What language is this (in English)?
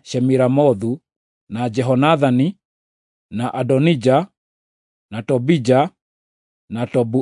Kikuyu